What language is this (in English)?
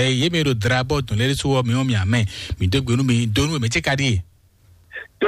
Fon